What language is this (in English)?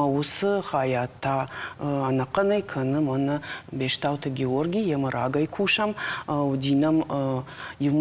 Ossetic